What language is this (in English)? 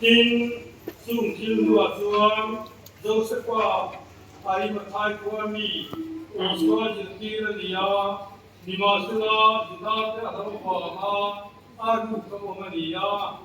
Mizo